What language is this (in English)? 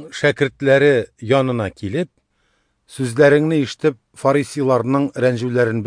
Tatar